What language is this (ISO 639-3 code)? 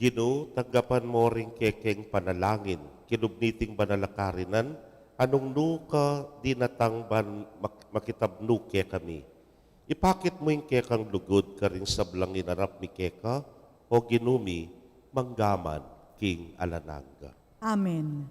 pam